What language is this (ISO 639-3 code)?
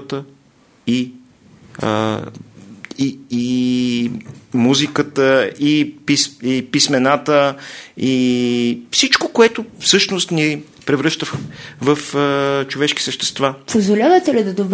bul